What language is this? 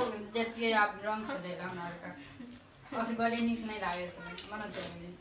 Maithili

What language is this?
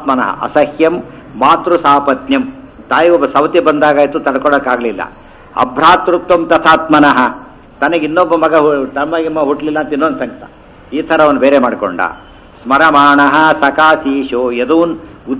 Kannada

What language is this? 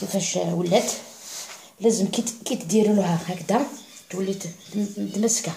Algerian Arabic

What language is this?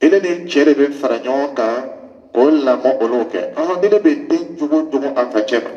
Dyula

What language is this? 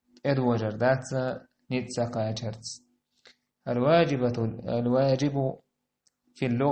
Chechen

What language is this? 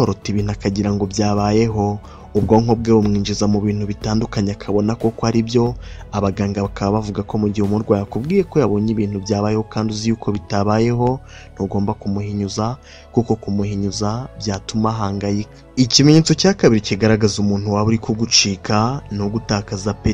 Kinyarwanda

